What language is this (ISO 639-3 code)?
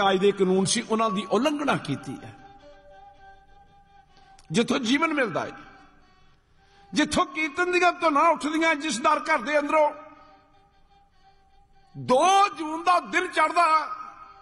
pan